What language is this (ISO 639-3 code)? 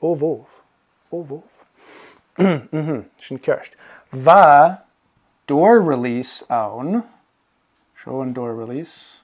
gla